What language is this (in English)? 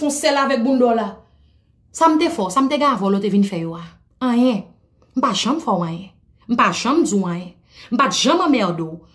Haitian Creole